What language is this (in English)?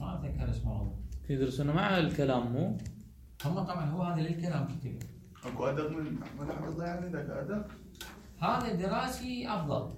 Mesopotamian Arabic